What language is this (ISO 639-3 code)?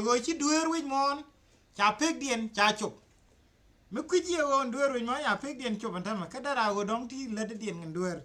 nus